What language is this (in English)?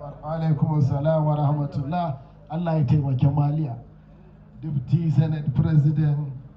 Hausa